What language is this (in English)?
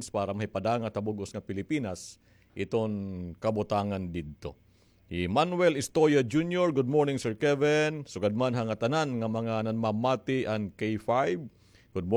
Waray